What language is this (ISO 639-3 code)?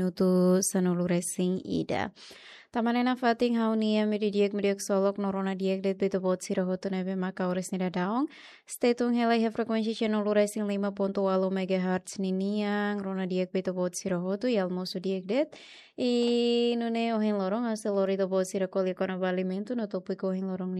tet